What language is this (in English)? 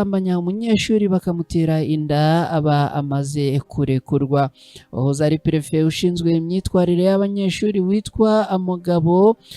Kinyarwanda